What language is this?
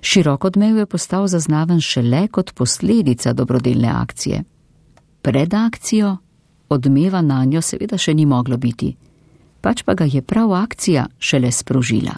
Slovenian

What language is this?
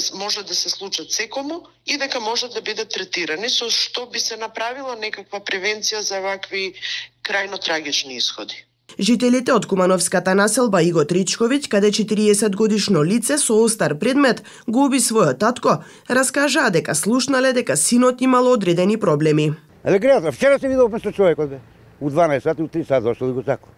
Macedonian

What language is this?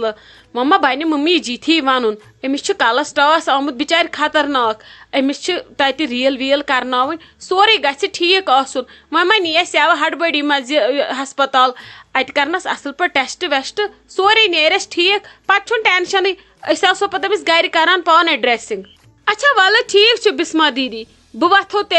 Kashmiri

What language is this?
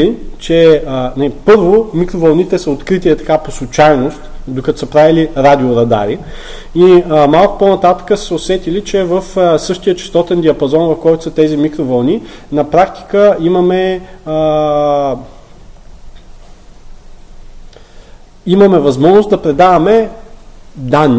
Bulgarian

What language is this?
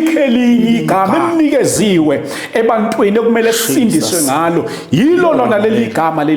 Zulu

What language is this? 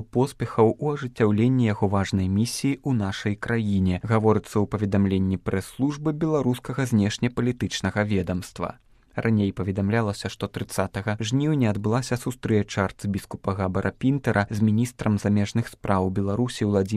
Belarusian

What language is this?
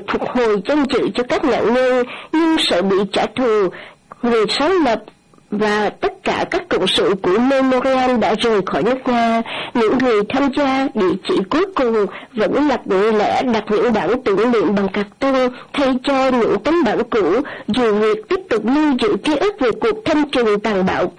Vietnamese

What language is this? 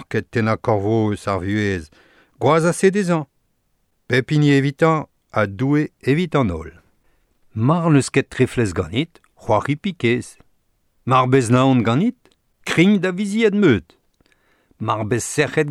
Breton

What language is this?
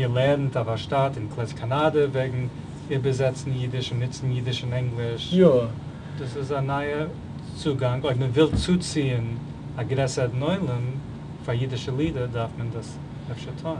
Yiddish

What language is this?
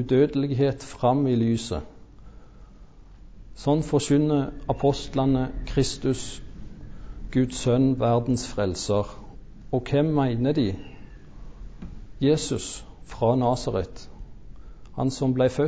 Norwegian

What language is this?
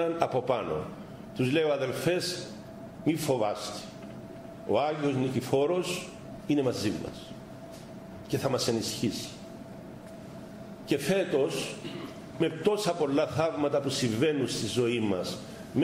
Greek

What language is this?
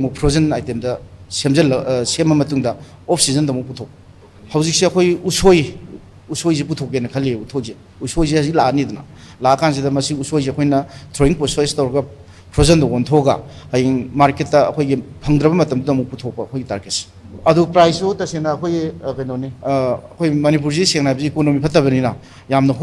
Manipuri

